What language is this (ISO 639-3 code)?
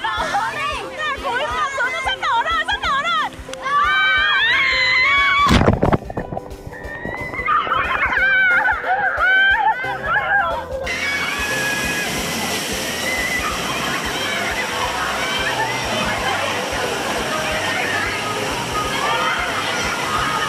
vie